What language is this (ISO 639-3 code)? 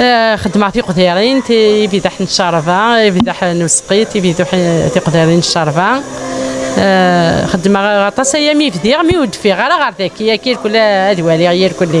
kab